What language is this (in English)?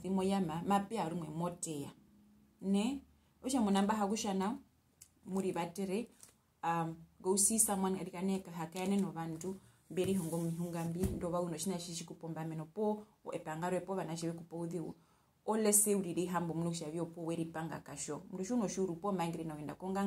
Herero